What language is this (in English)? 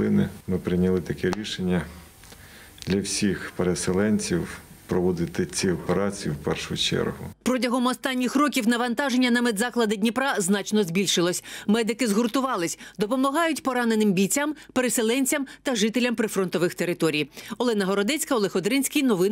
Ukrainian